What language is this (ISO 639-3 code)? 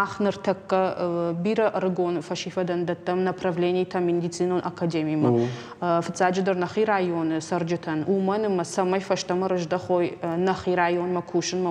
oss